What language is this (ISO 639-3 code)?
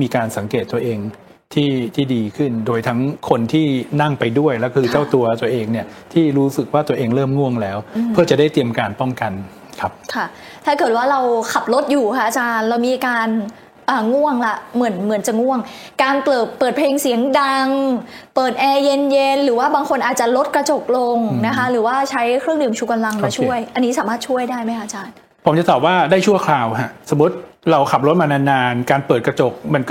tha